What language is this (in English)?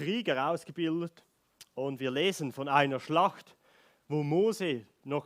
Swiss German